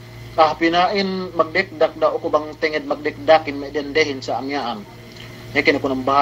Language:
Yakan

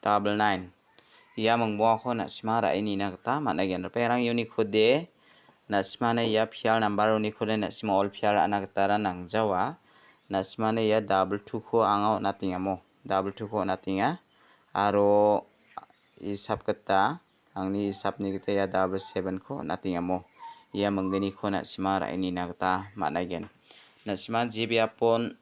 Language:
Garo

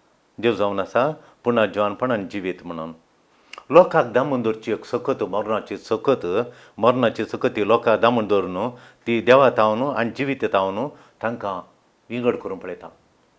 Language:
Konkani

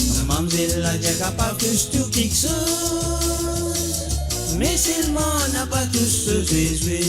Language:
Morisyen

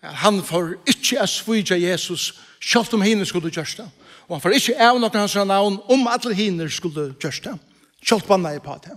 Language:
Faroese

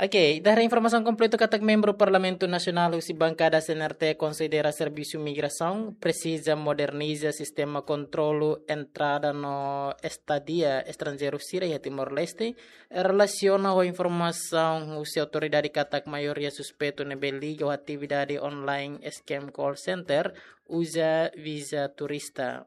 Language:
Tetum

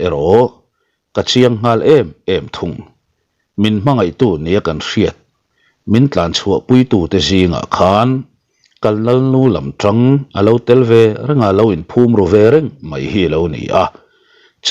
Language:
Mizo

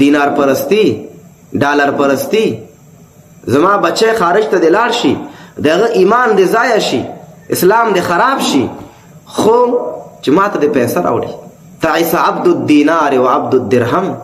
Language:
Pashto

